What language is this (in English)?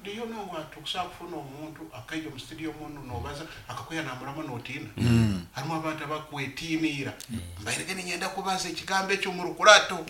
Nyoro